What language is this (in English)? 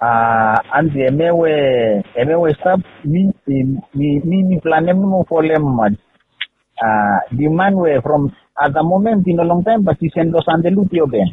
Bislama